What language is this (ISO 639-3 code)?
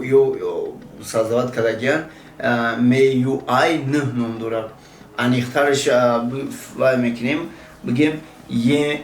tgk